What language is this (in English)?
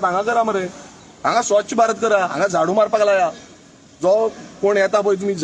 Konkani